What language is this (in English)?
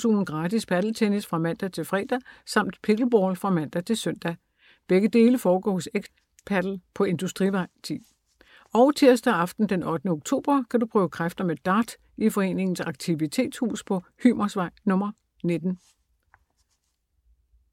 Danish